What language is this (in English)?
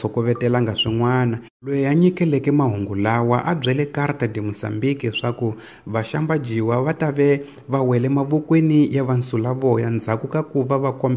Tsonga